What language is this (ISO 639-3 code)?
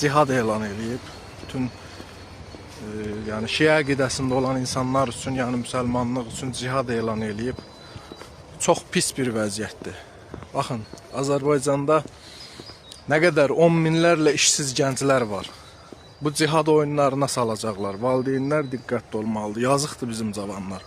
aze